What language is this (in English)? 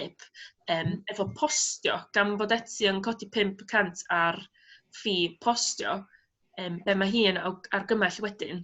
Welsh